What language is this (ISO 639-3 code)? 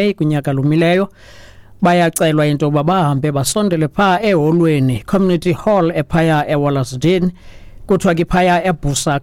xho